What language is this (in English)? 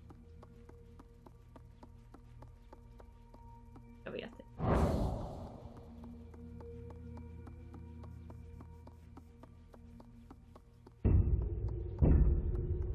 Swedish